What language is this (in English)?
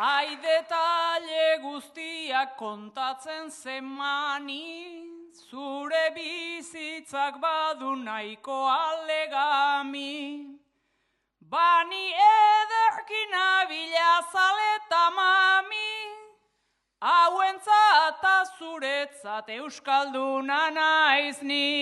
Basque